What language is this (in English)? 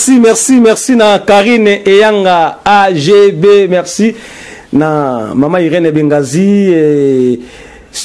Lingala